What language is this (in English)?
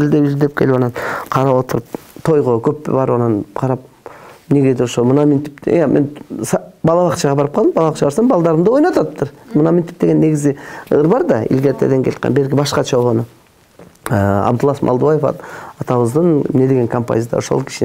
Kyrgyz